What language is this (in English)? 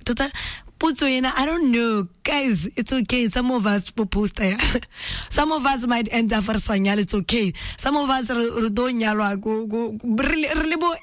Tswana